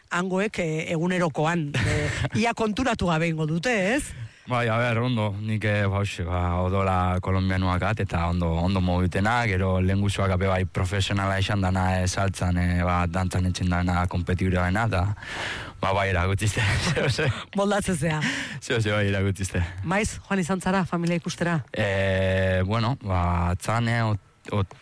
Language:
Basque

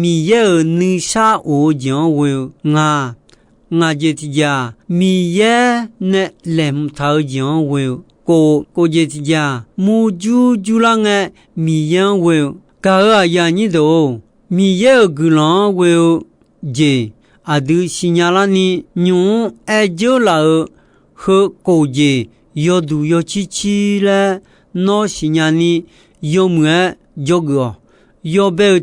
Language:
Akha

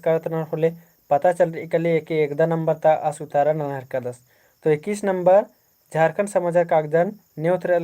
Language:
Kurukh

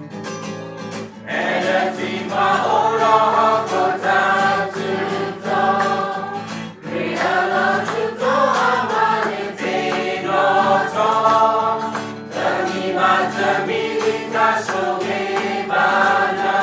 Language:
S'gaw Karen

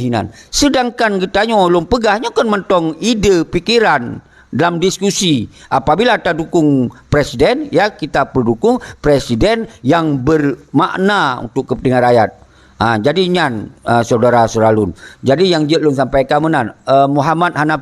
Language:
Achinese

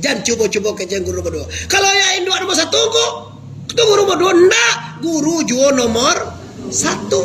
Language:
Minangkabau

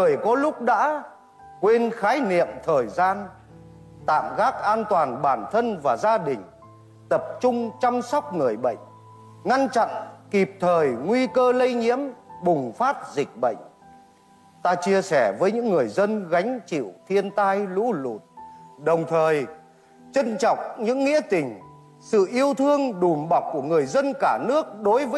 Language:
Vietnamese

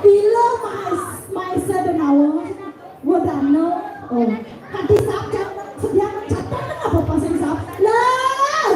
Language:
Balinese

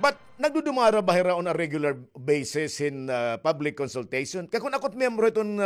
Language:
Waray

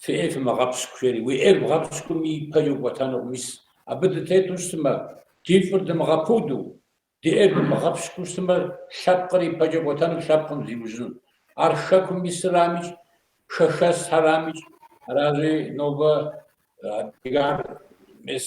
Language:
Kabardian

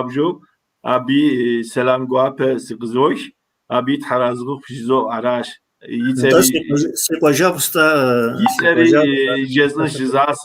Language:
Kabardian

